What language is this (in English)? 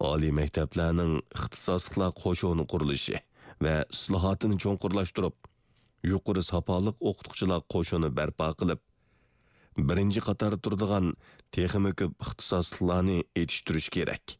Uyghur